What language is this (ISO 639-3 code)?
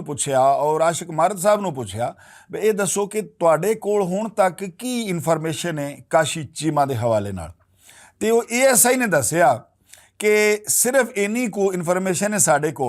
lah